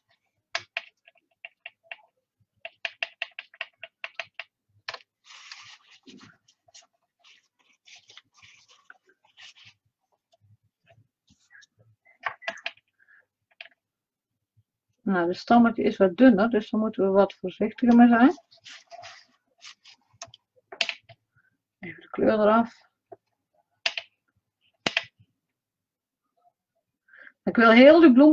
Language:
Dutch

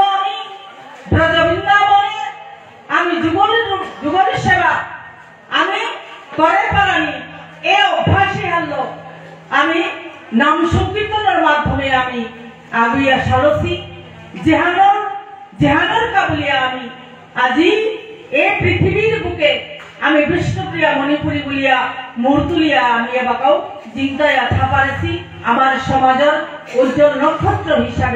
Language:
Bishnupriya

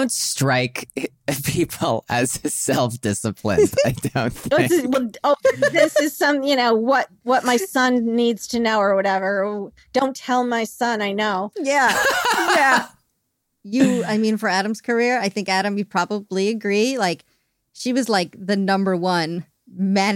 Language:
English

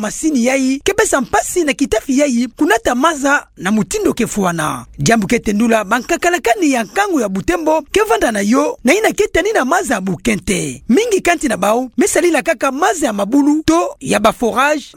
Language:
Kituba (Democratic Republic of Congo)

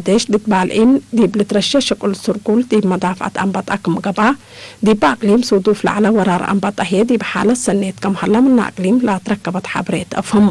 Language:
Tigre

